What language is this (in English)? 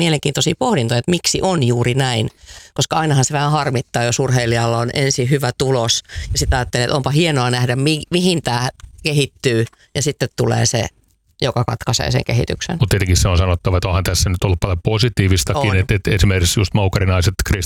Finnish